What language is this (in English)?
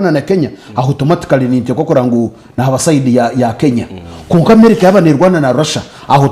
Nyankole